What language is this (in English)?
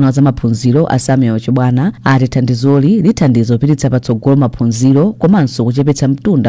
Nyanja